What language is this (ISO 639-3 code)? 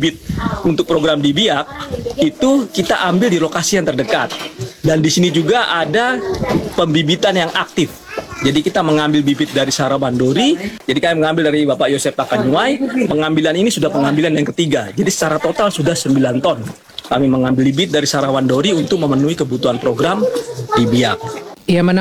ind